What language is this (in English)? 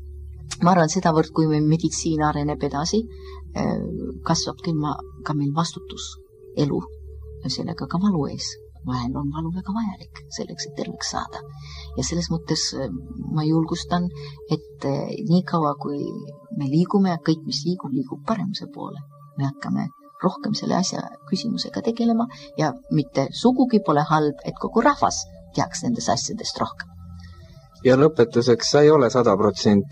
Estonian